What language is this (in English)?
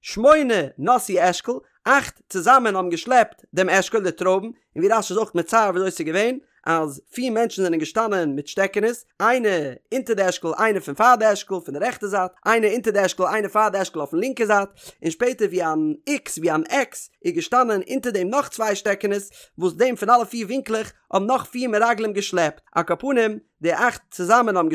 Yiddish